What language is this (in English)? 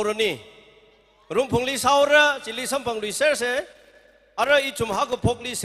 Tangkhul Naga (India)